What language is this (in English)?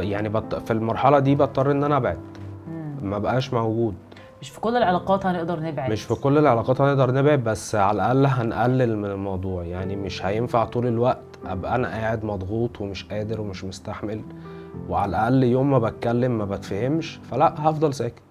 Egyptian Arabic